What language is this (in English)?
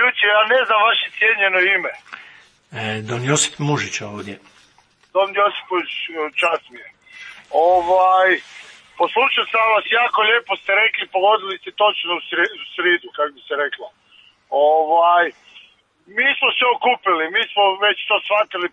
Croatian